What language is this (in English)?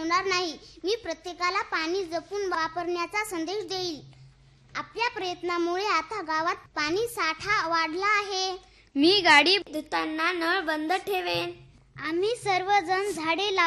Marathi